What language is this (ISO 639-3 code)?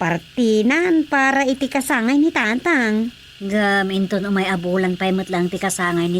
ilo